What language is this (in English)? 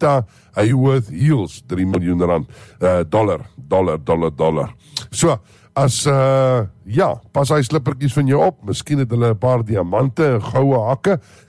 Afrikaans